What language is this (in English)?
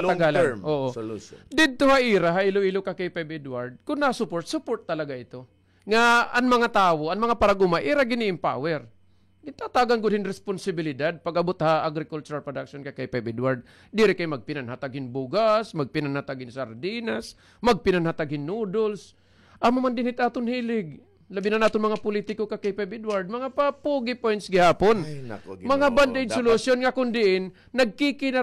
Waray